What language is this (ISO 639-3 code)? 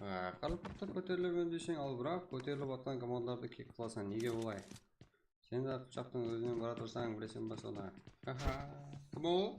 kaa